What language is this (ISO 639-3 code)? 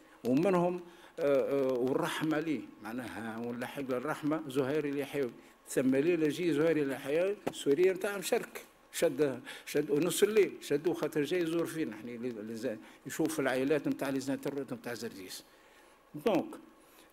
aeb